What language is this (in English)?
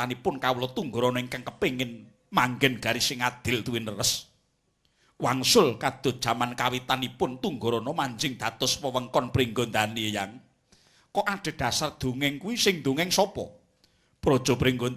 Javanese